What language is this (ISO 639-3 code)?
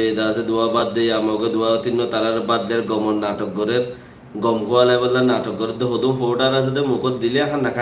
rhg